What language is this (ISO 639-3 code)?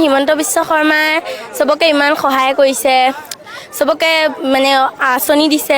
asm